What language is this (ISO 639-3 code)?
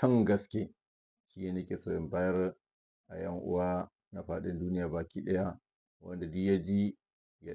hau